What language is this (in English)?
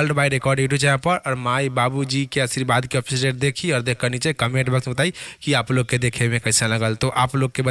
Bhojpuri